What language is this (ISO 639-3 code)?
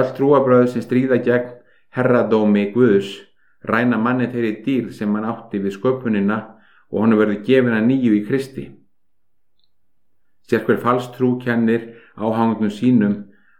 isl